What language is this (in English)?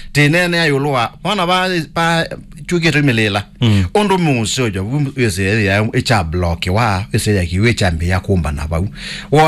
Kamba